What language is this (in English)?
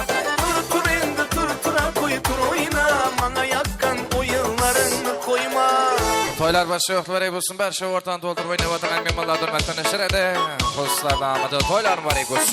Kara-Kalpak